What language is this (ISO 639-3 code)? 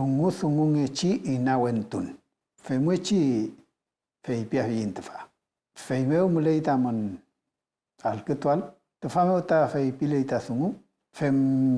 arn